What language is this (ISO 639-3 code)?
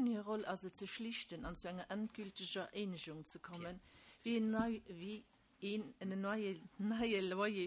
ltz